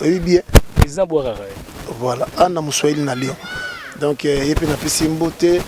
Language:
Lingala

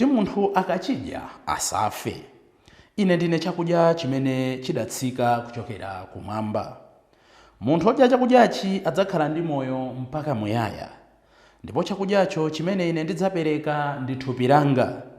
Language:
Nyanja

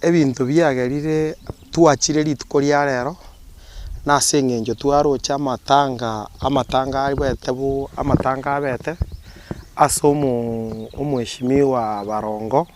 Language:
Gusii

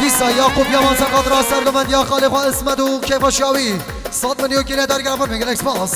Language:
Kurdish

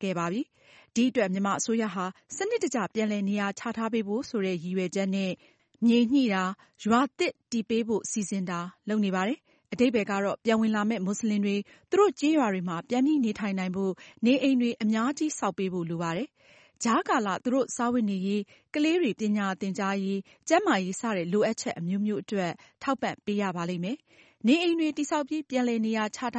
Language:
Burmese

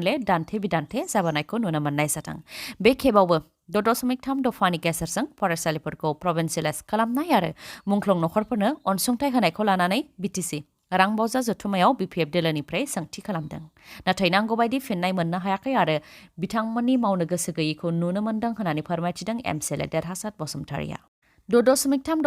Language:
Bodo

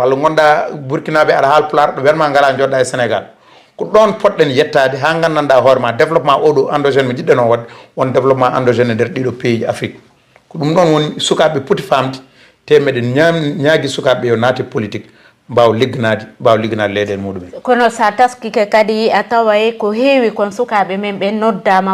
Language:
Fula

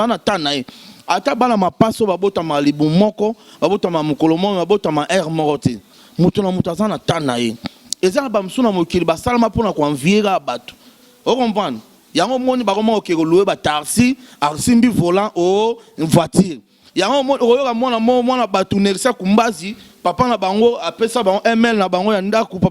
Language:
Lingala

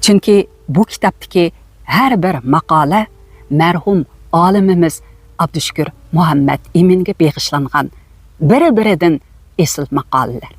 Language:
Uyghur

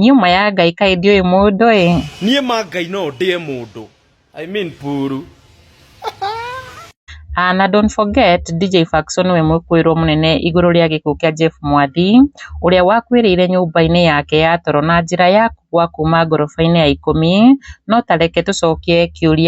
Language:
Kikuyu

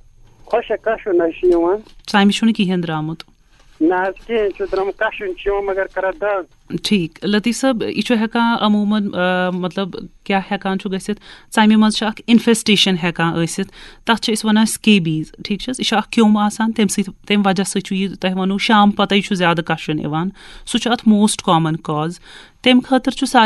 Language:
Kashmiri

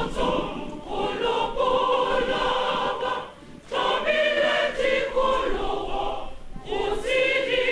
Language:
Tswana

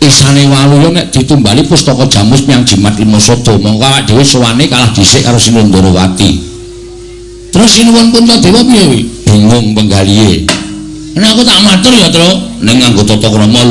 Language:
Javanese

